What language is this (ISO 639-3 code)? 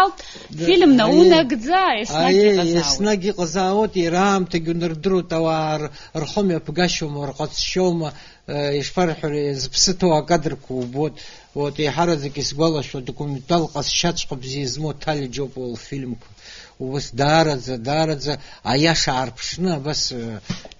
abk